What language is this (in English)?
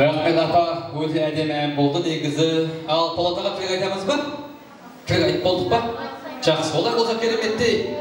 Kara-Kalpak